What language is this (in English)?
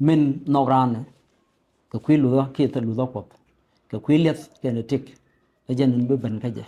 Nuer